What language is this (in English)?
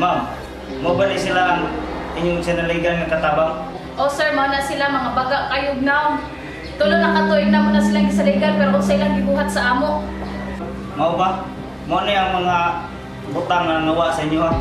Cebuano